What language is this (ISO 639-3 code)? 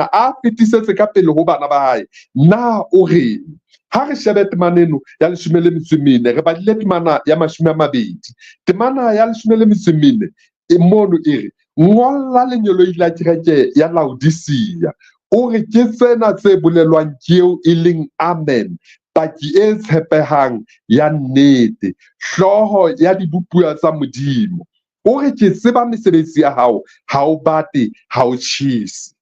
sot